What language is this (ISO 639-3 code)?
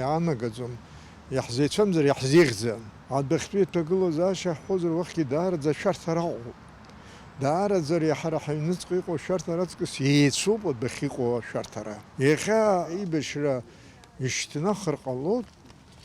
abk